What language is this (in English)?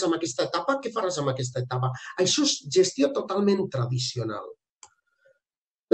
Catalan